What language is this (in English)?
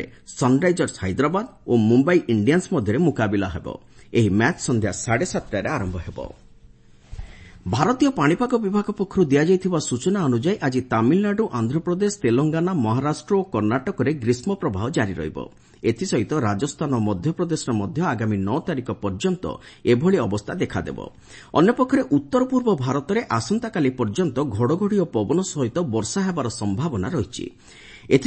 Odia